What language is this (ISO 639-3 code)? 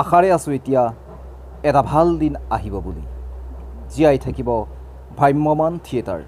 asm